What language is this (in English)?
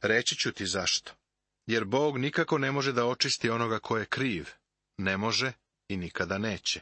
Serbian